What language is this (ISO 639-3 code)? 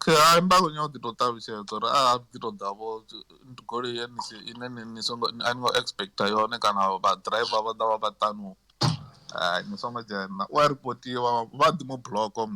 ven